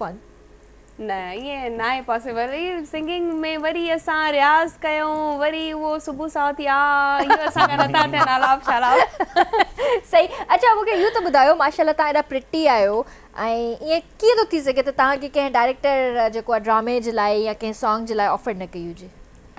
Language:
Sindhi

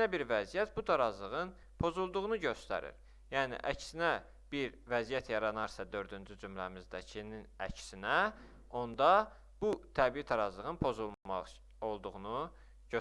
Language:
Azerbaijani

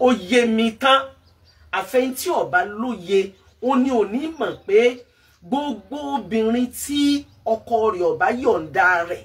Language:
Yoruba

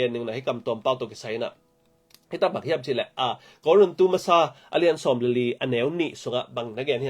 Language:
Tedim Chin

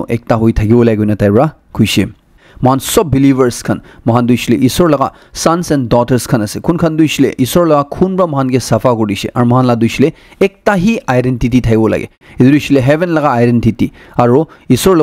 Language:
Naga Pidgin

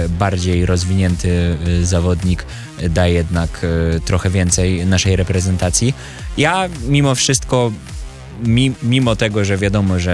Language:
Polish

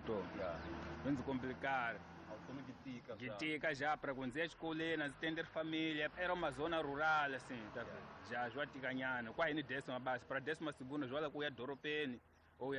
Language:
Tsonga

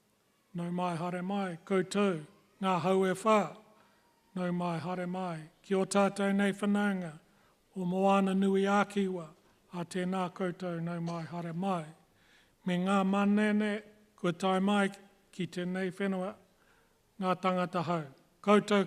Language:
Māori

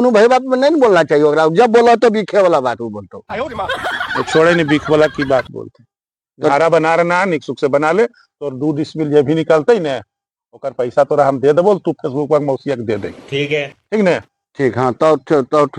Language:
Magahi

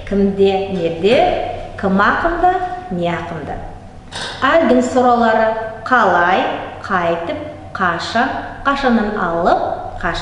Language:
Nogai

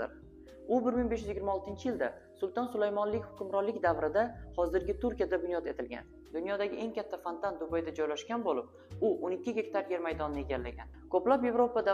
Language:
Uzbek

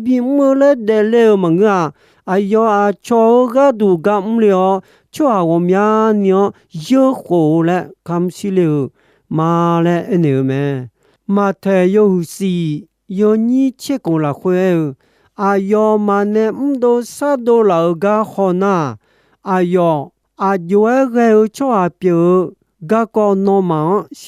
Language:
Akha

